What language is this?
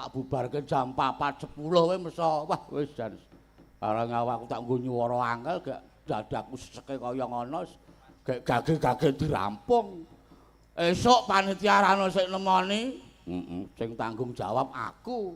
Javanese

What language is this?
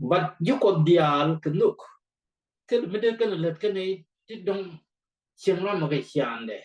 Nuer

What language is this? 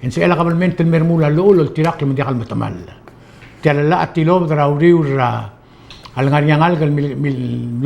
Palauan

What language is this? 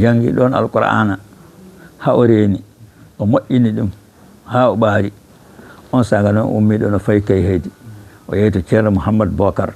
Fula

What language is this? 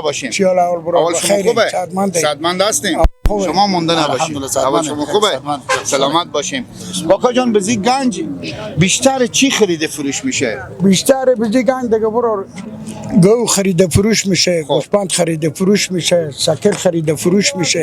Persian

